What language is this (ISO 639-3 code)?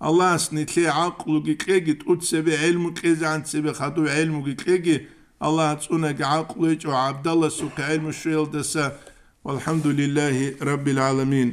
ava